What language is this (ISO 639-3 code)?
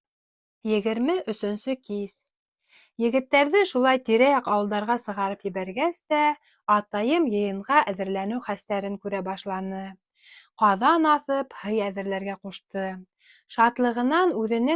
bak